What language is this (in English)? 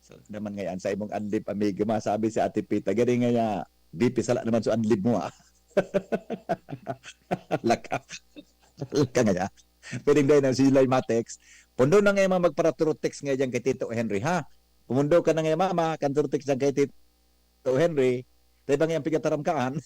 Bikol